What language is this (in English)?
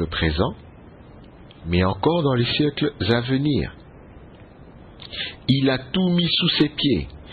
French